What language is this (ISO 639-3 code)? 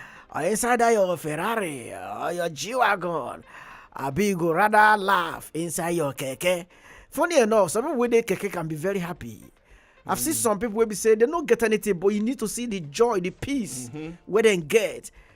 pcm